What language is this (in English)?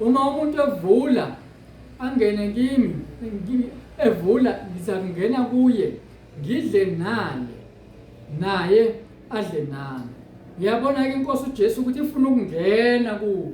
Zulu